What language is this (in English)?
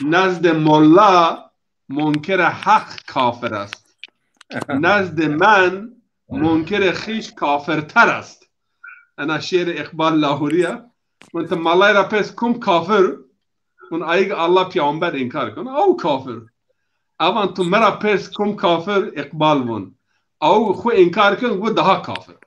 Zaza